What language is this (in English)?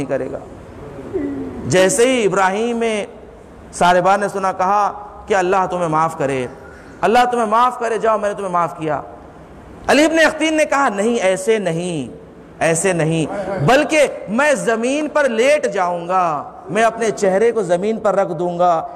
Urdu